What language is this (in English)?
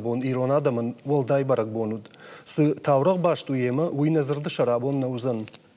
Ossetic